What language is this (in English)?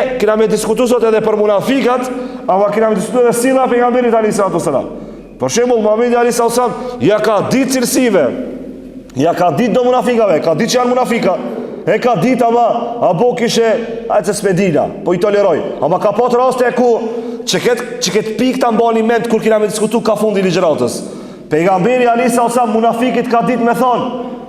Albanian